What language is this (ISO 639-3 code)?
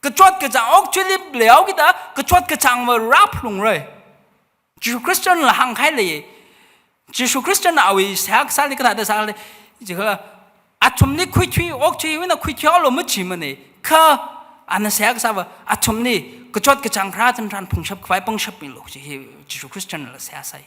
nmf